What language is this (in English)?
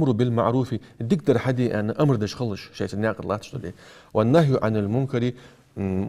Ingush